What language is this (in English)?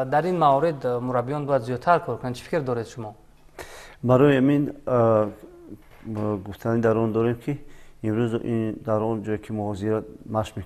Tajik